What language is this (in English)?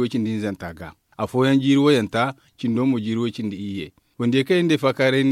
Zarma